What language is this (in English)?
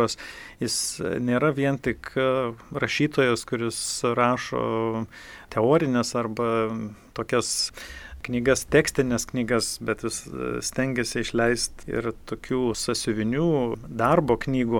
Lithuanian